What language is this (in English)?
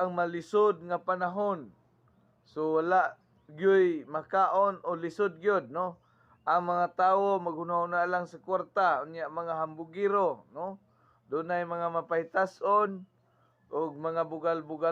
Cebuano